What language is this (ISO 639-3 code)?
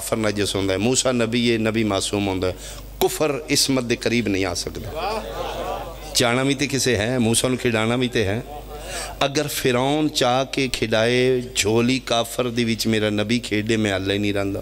phr